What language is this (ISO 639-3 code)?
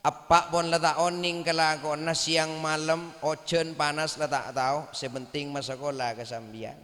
mad